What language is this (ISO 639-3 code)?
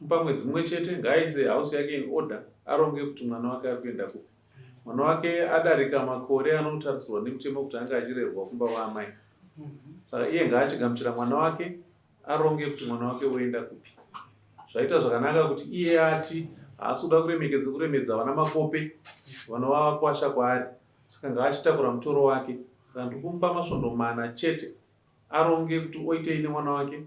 sna